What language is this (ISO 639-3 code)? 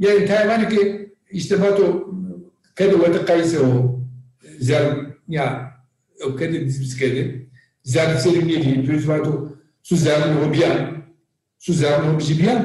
zza